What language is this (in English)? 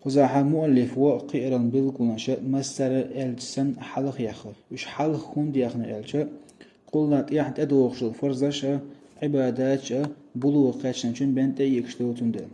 Chechen